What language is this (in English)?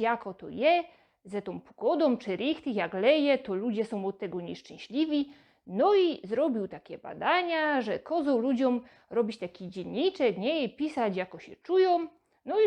Silesian